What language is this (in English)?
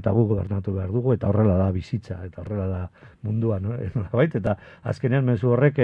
Basque